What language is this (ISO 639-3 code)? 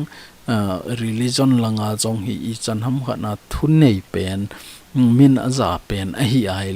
tcz